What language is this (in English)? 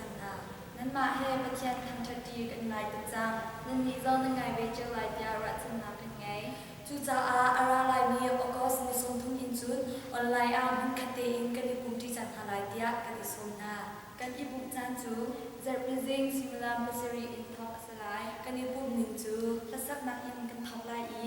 Hakha Chin